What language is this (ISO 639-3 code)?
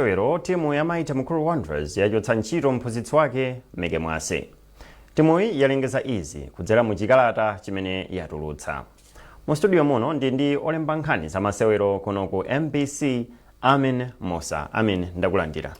nya